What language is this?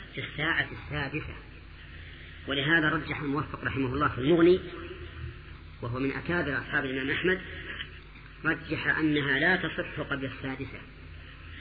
Arabic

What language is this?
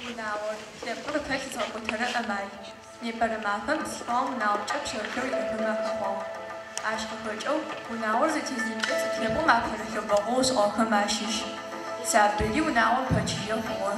Adyghe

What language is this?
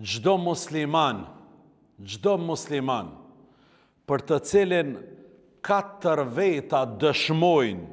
Albanian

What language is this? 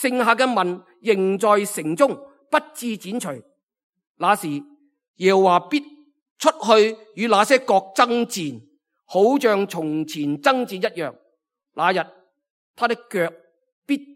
Cantonese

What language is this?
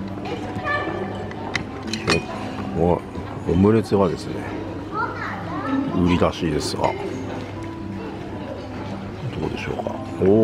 Japanese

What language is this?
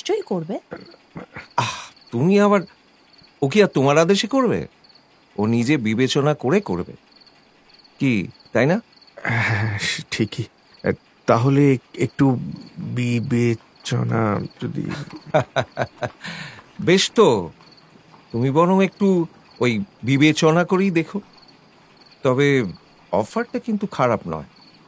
Bangla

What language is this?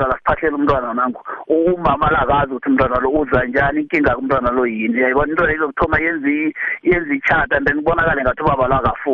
South Ndebele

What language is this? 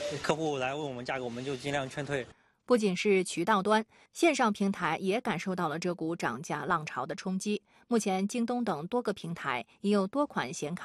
Chinese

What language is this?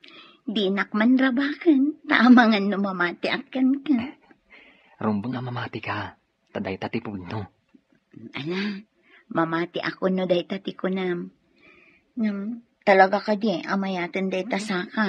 Iloko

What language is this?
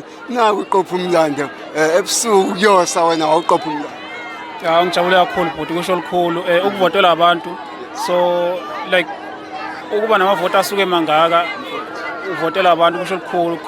Zulu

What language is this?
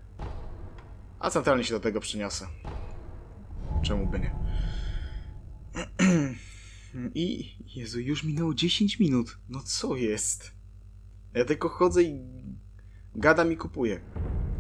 Polish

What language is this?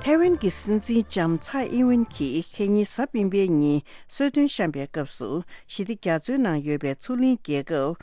Tibetan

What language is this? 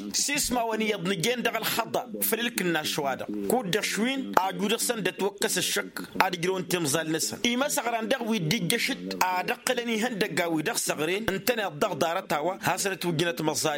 Tamasheq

